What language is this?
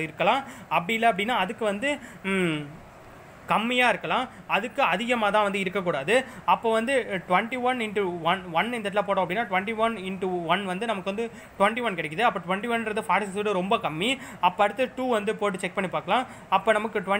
Tamil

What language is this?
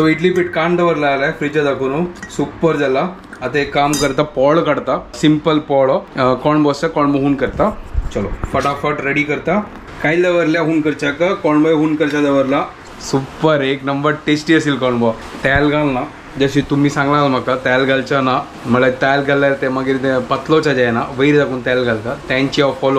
Konkani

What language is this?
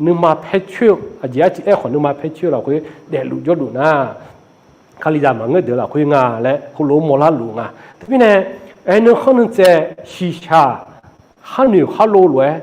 Akha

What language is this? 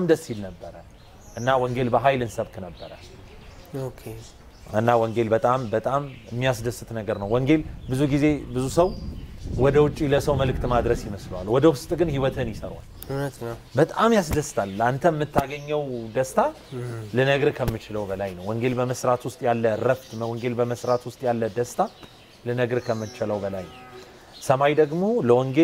Amharic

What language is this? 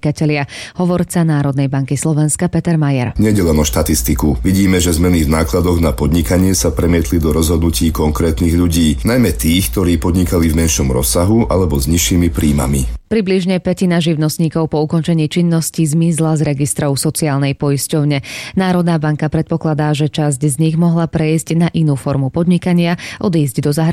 Slovak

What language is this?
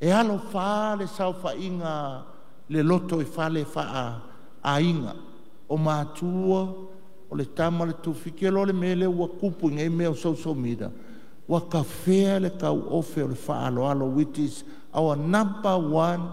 Samoan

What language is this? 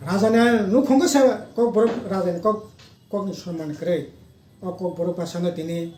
Kok Borok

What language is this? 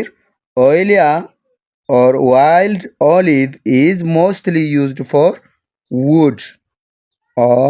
English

